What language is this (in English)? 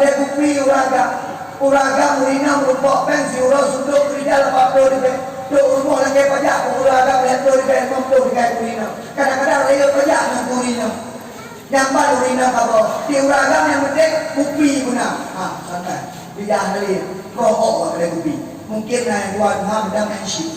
Achinese